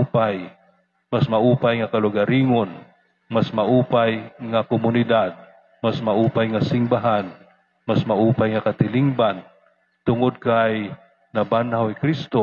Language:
Waray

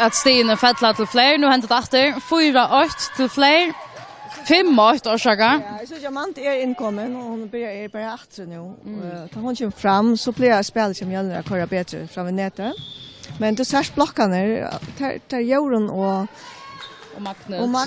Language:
Faroese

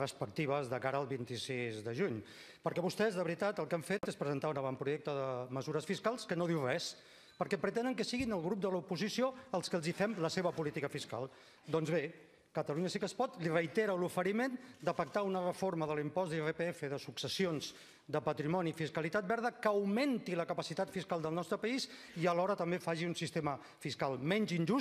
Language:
Catalan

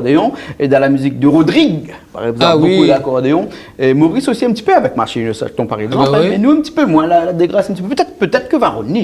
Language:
Réunion Creole French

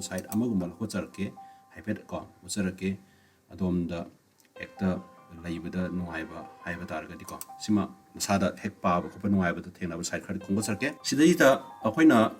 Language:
Manipuri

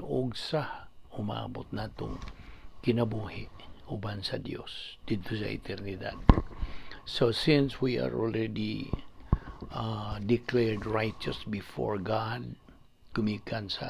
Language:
Cebuano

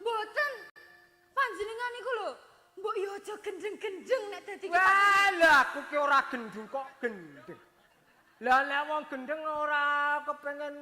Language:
Javanese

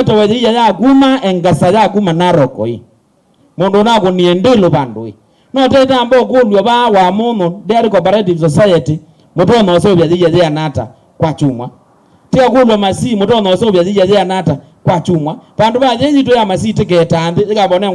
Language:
Kamba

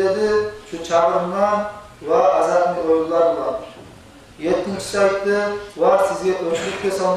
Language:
Kumyk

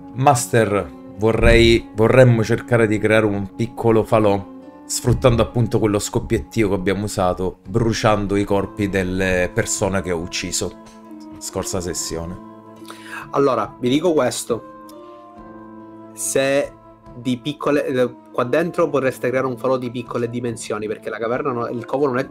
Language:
Italian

